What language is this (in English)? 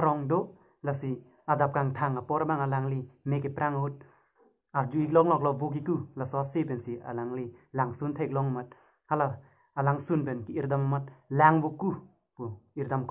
Karbi